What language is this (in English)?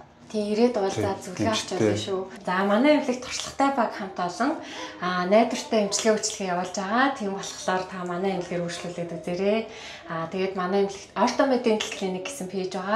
Mongolian